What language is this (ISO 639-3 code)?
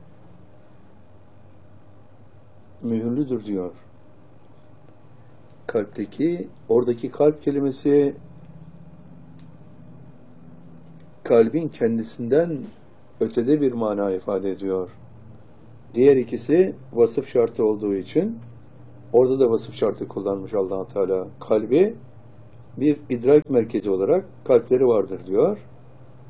tur